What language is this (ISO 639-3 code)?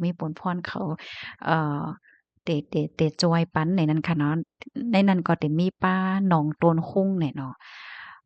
shn